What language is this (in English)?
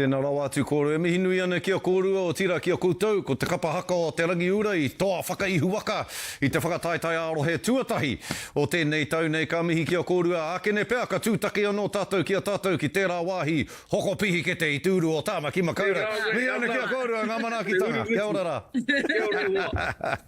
Māori